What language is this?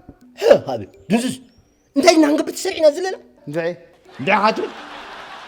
Tigrinya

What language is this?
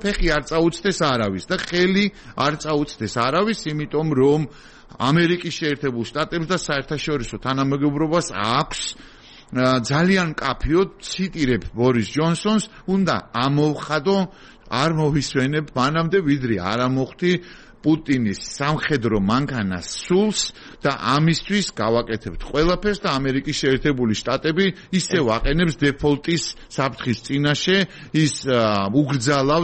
Georgian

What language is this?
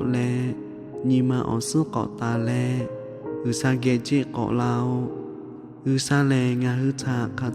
Lahu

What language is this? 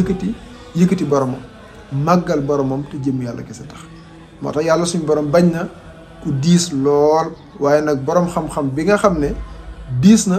Wolof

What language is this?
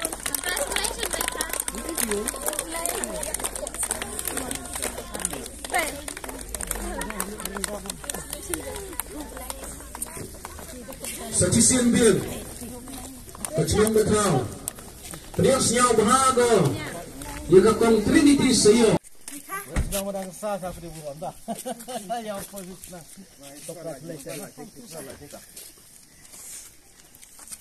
Malay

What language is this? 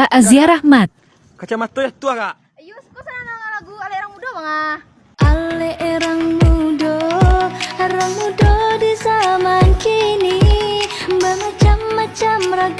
Minangkabau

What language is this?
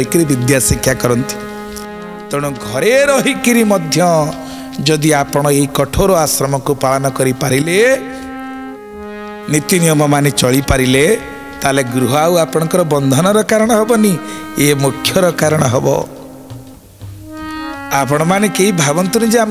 Odia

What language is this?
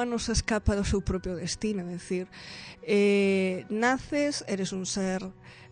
Galician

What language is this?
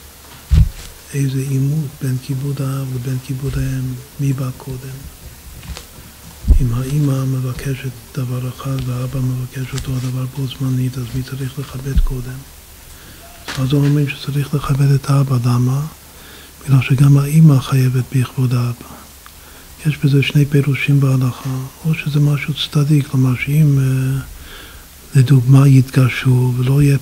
Hebrew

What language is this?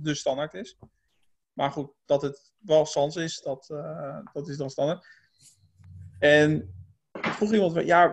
Dutch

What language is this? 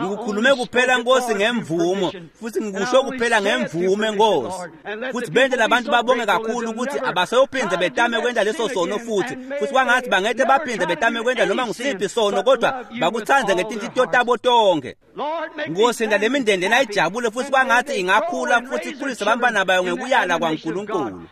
Swati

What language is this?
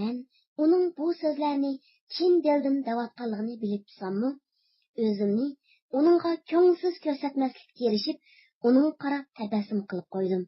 Uyghur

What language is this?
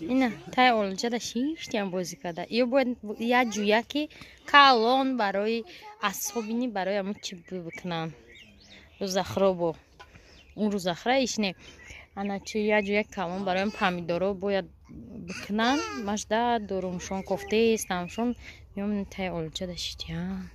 Tajik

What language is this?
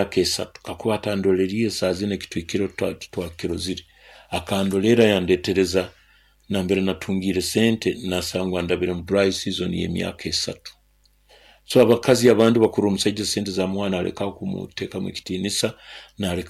Nyoro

